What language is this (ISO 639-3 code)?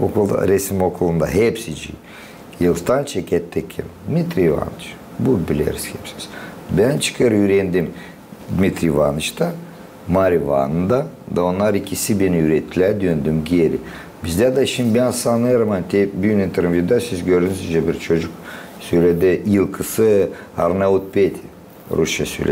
gag